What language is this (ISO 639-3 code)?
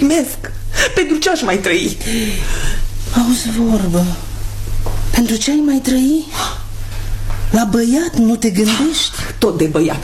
ron